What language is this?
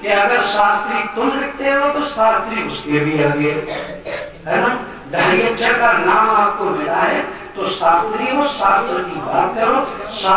Hindi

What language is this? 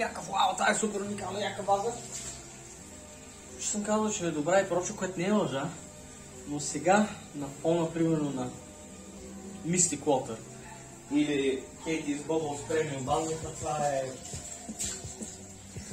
Bulgarian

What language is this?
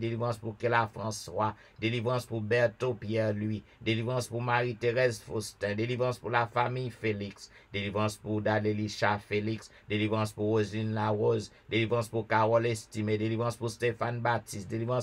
French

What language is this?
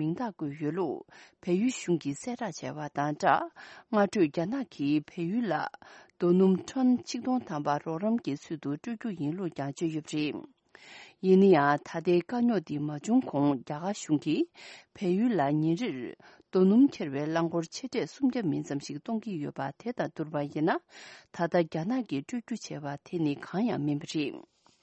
Tibetan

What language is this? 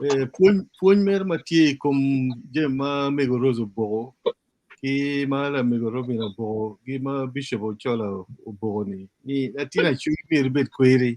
Acoli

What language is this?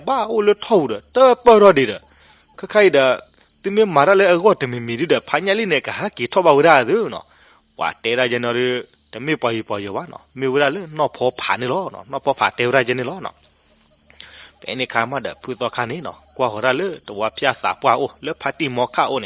S'gaw Karen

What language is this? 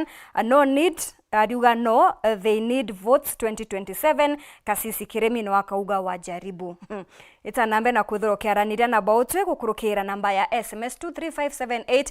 Meru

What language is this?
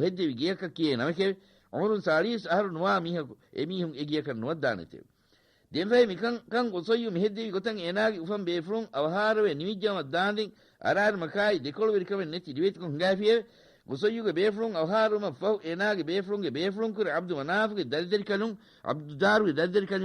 Divehi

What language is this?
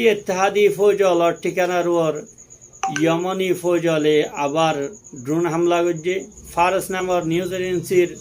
Rohingya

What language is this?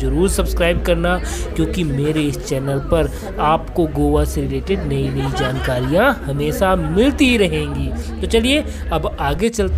Hindi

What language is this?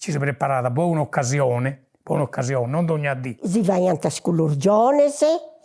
Sardinian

